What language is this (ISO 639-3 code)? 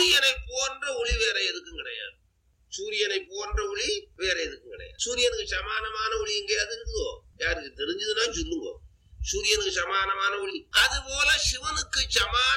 tam